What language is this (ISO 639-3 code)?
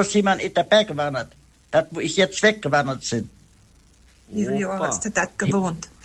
por